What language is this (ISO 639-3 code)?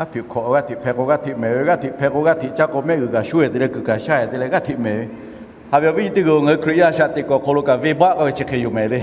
lhu